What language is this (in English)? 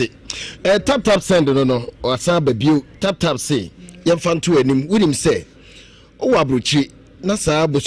Akan